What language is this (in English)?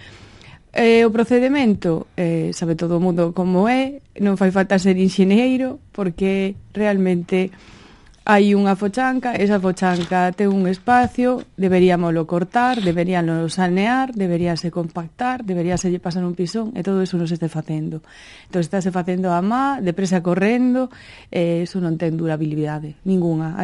Galician